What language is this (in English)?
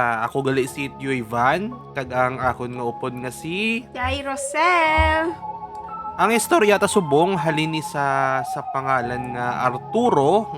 Hiligaynon